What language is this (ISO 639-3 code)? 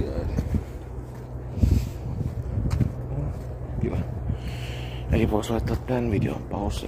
fin